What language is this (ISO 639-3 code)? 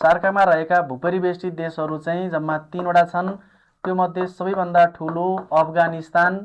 nep